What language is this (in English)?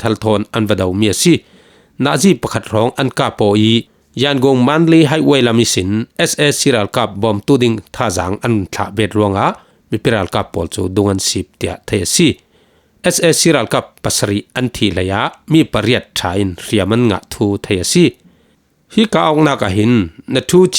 Falam Chin